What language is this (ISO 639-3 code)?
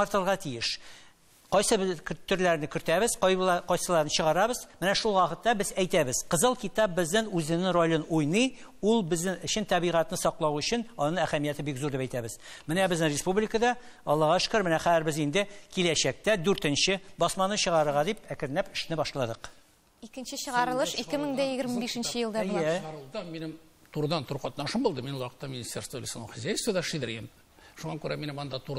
tat